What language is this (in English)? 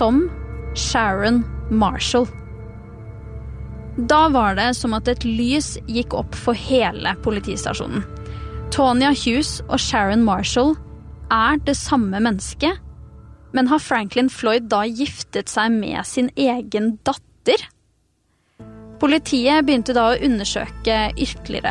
Norwegian